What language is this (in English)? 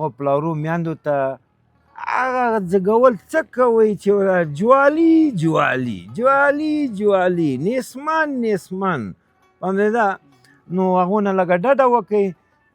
Pashto